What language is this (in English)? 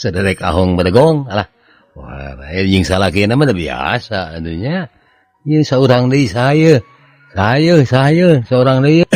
Sundanese